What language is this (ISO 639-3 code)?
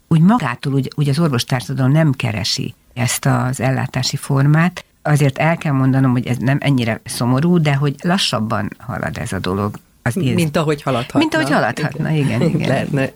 hun